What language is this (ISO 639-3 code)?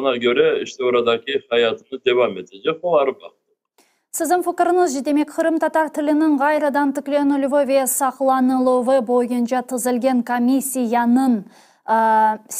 crh